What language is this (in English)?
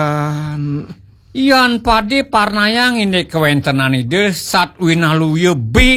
Balinese